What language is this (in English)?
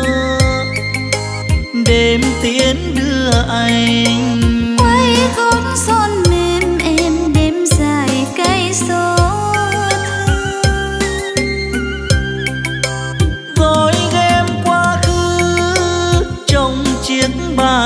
Vietnamese